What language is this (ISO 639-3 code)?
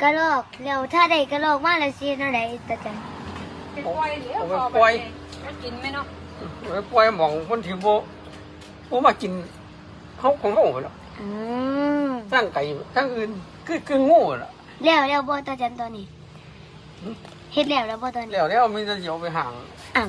tts